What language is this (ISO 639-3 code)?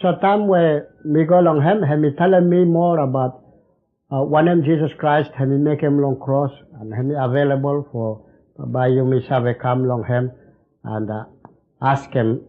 bis